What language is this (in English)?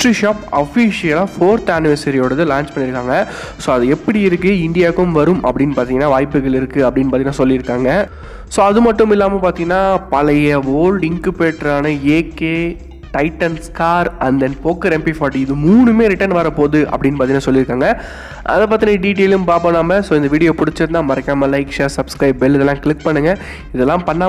Tamil